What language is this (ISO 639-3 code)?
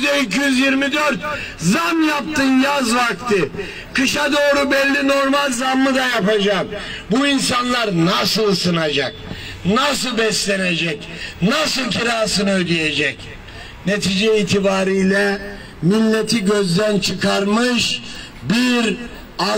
tur